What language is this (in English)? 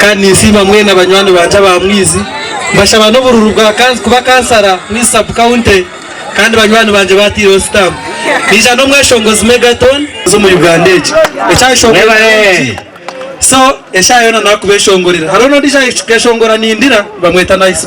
Nyankole